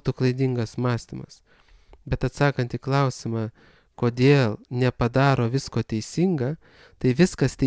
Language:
Lithuanian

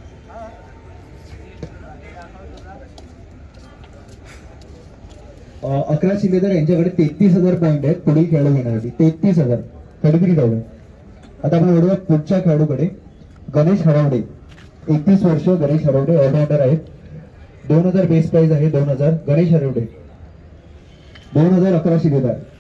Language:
Marathi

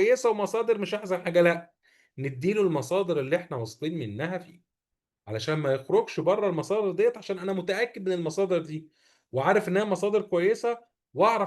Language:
Egyptian Arabic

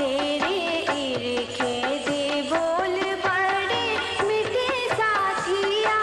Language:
Dogri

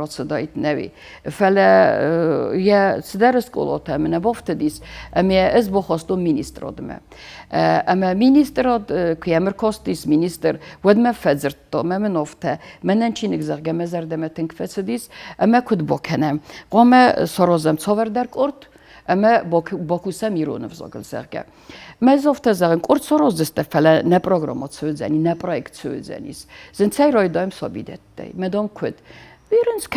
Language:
Ossetic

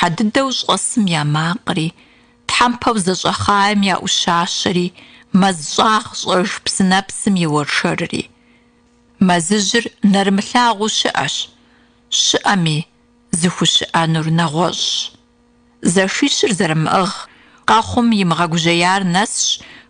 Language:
Kabardian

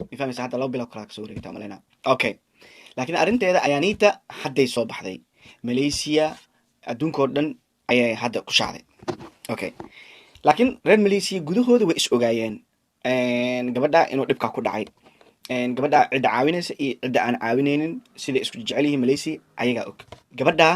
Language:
Somali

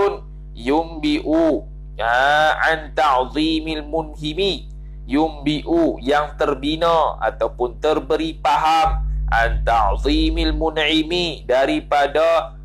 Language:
Malay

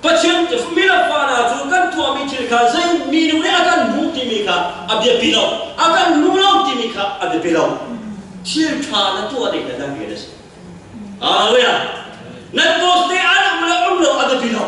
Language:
Hakha Chin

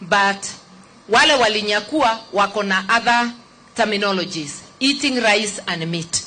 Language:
Kikuyu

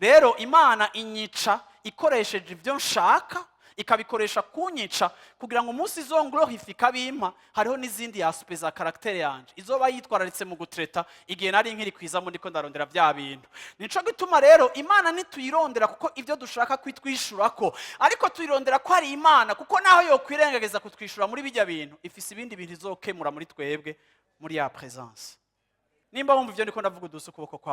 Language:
Rundi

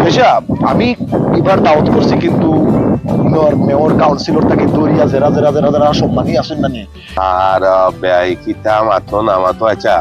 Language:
Sylheti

